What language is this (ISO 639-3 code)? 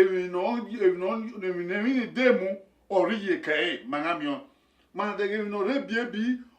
bin